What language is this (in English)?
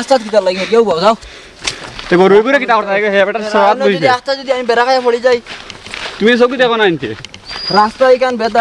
Sylheti